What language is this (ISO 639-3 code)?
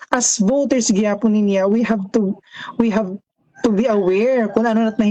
war